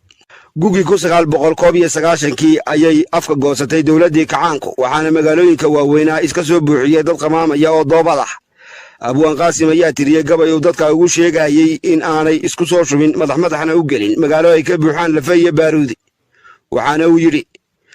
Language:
Somali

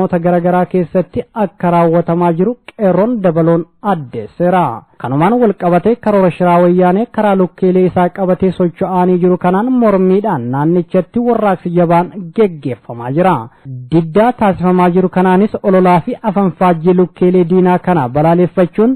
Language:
Oromo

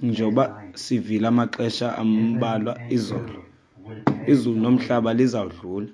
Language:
Xhosa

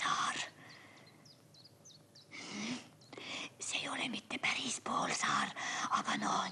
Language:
Estonian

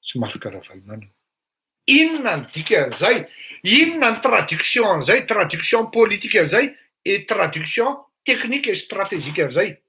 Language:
Malagasy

